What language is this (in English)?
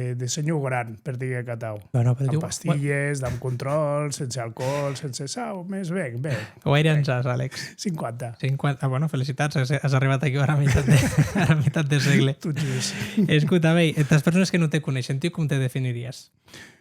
Occitan